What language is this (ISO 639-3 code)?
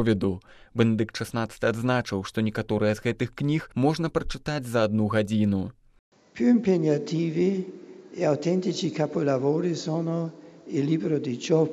bel